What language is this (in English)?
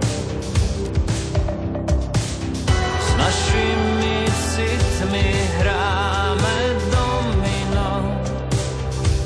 Slovak